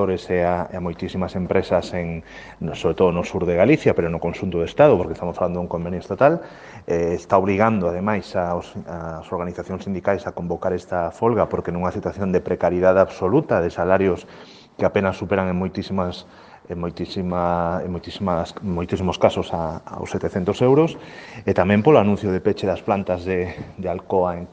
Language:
Galician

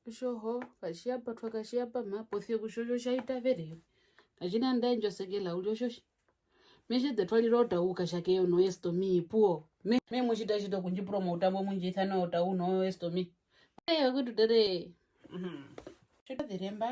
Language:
Herero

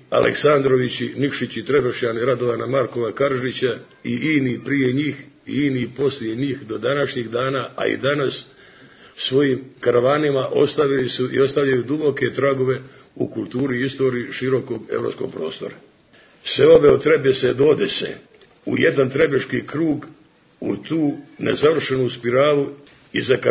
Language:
Serbian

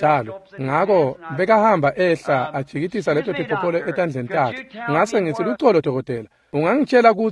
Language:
Swati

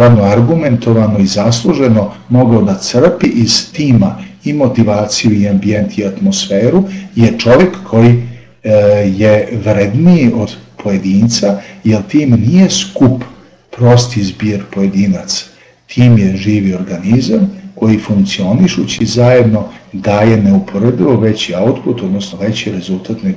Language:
Serbian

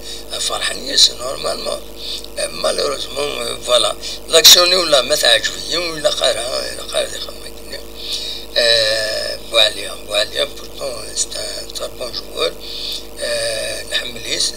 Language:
Kabyle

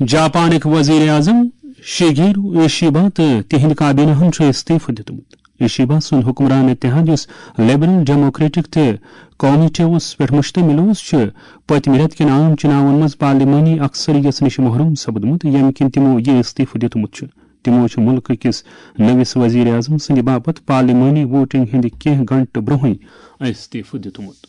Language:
Kashmiri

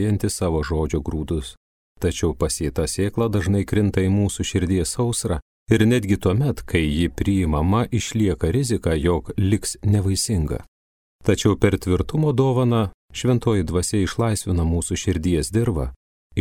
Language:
Lithuanian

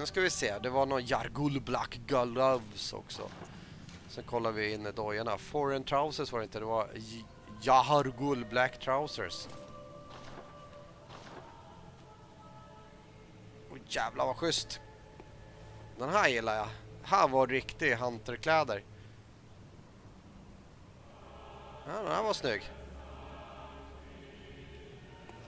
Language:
Swedish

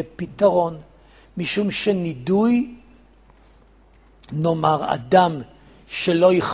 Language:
Hebrew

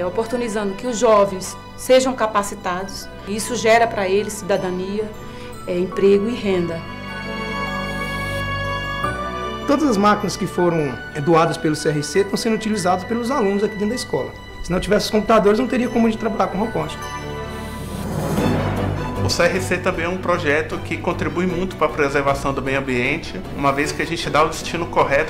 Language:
Portuguese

